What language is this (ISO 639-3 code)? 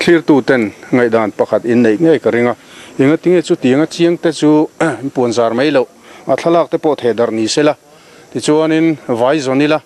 lus